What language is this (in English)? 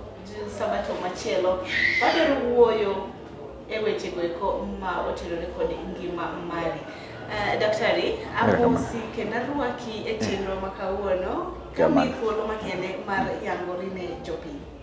Luo (Kenya and Tanzania)